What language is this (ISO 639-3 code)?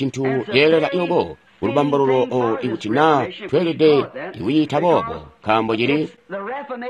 toi